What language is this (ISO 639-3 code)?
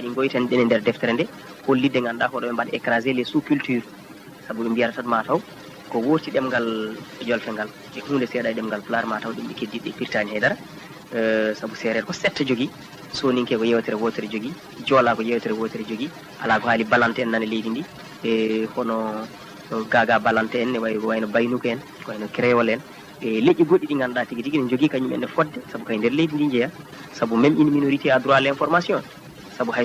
ful